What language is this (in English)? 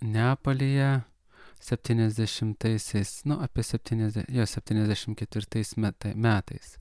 Lithuanian